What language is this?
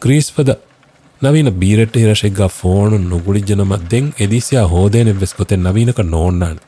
Divehi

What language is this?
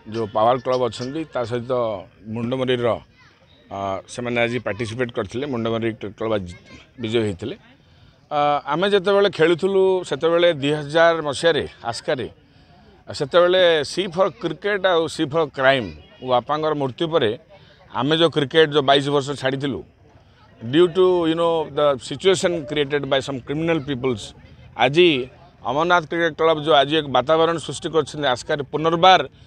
Odia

